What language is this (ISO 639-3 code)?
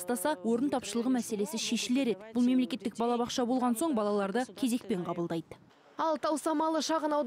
kaz